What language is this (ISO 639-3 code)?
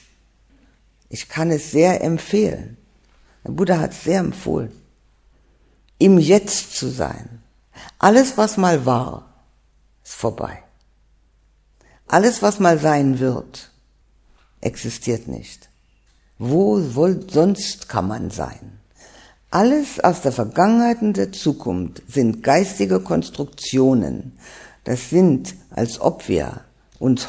deu